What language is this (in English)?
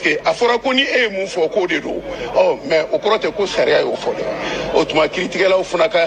Bambara